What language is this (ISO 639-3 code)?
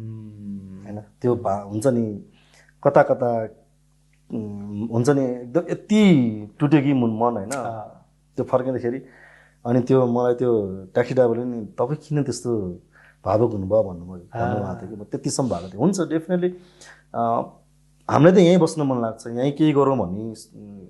nep